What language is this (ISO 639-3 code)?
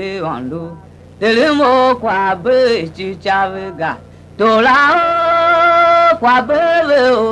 tiv